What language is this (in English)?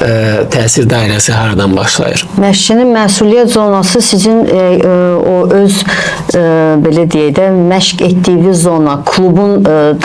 Azerbaijani